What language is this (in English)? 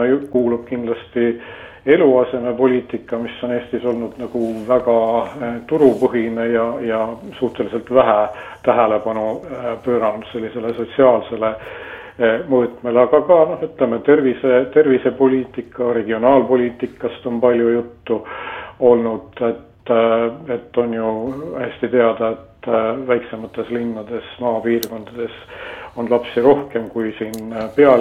Estonian